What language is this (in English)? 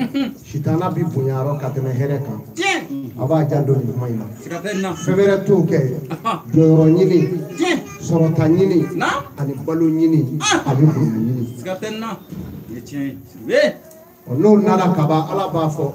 Bambara